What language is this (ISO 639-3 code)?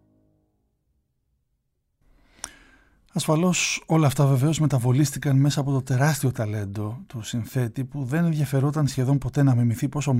ell